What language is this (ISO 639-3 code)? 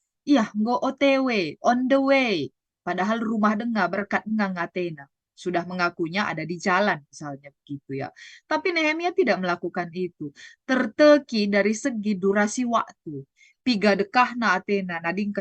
btx